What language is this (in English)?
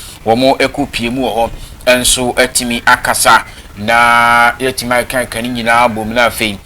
Akan